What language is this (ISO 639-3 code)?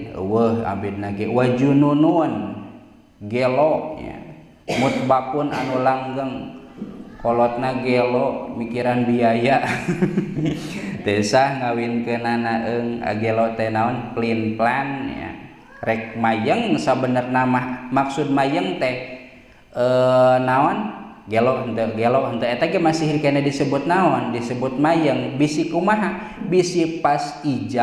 sun